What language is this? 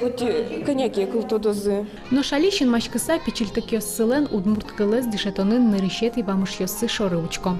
Udmurt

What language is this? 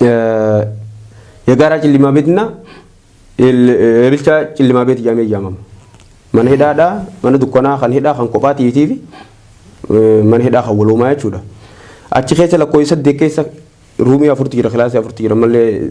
Oromo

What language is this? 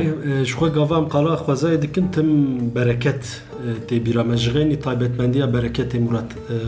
Kurdish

